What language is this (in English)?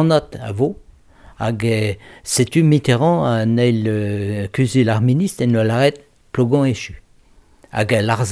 Breton